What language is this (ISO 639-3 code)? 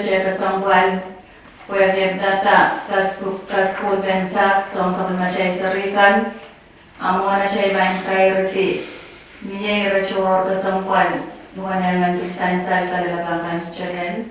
pon